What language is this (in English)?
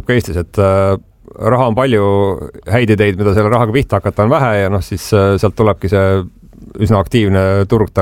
Estonian